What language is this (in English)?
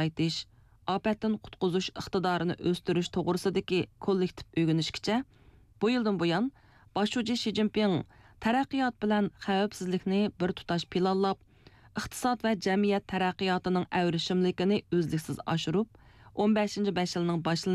Uyghur